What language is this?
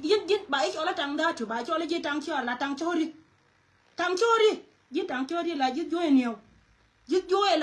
Nuer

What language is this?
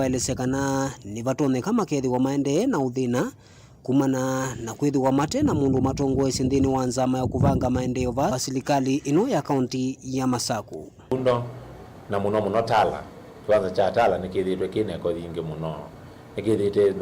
Kamba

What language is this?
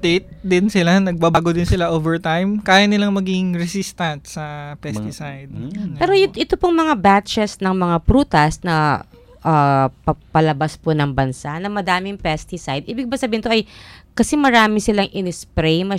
Filipino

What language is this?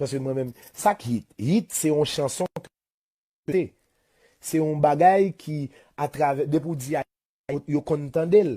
Haitian Creole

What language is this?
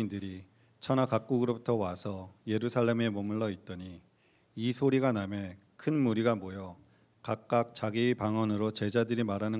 Korean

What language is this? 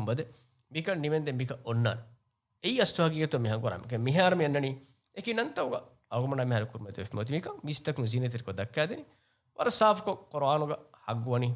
Divehi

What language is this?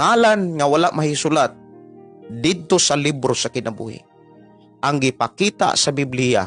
Cebuano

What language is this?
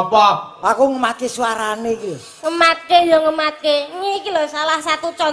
Javanese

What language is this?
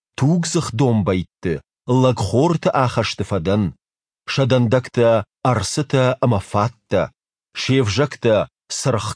Ossetic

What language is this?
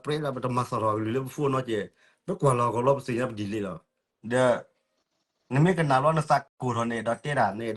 S'gaw Karen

